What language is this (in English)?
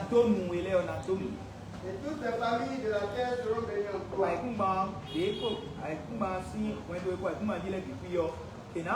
Fon